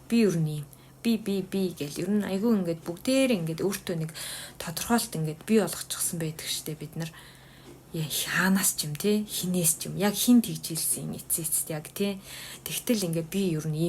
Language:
Mongolian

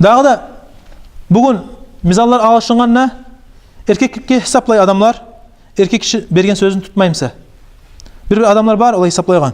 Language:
Kumyk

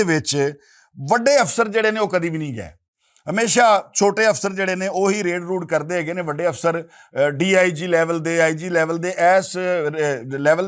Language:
Western Panjabi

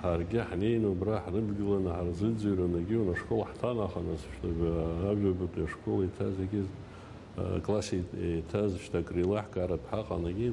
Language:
Abkhazian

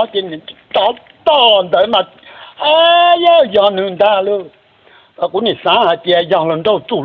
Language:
Hmong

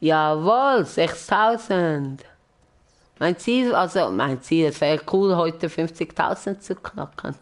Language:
Swiss German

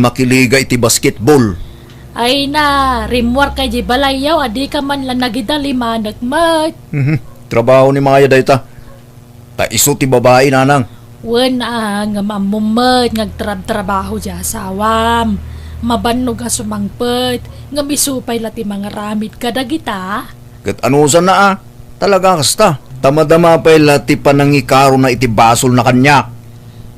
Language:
Iloko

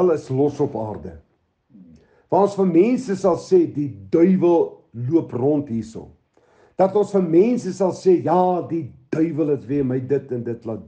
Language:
Afrikaans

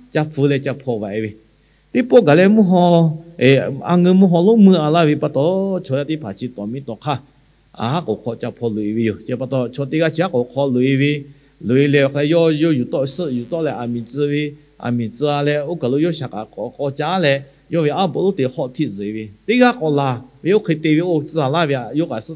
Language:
Lahu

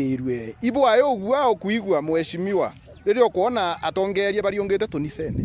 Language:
Meru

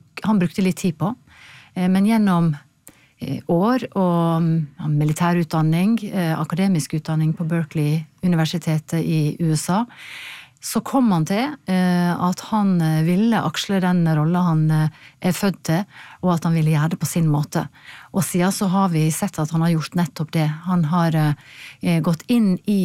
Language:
Norwegian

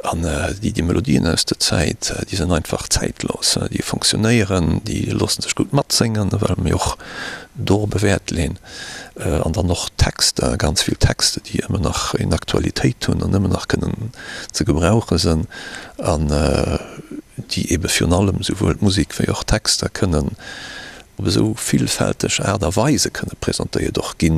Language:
Luxembourgish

